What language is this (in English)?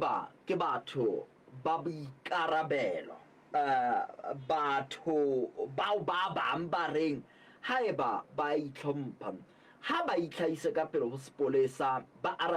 Southern Sotho